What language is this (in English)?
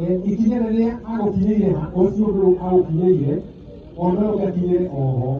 Kikuyu